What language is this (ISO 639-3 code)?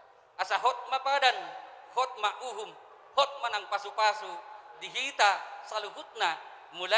bbc